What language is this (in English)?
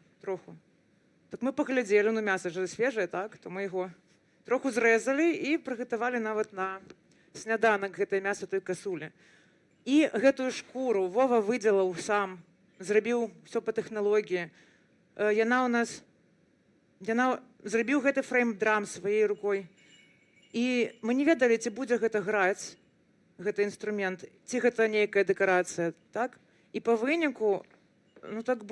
Belarusian